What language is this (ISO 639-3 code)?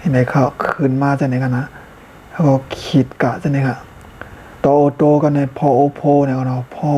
shn